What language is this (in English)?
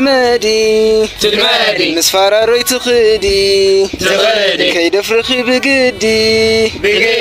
Tigrinya